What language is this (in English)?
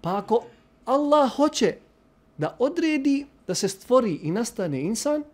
Bosnian